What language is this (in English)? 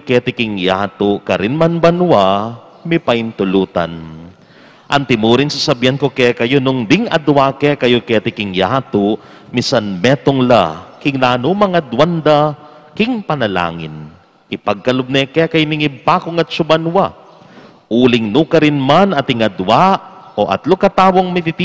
Pampanga